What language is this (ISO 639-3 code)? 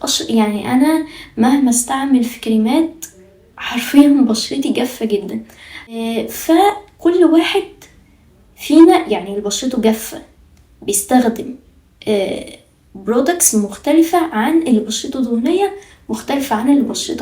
arz